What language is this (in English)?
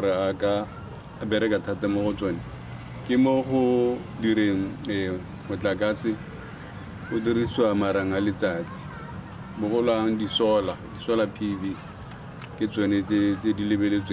Tswana